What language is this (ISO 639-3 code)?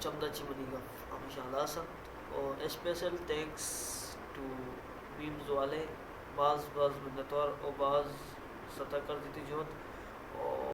bal